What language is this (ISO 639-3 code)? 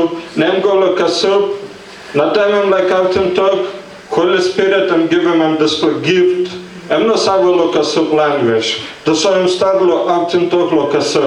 tpi